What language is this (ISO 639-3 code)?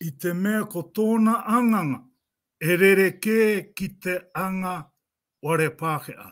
mri